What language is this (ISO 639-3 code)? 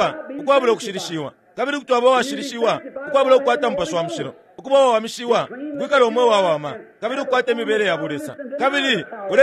bem